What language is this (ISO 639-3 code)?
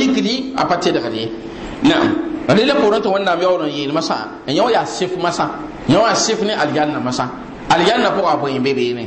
mos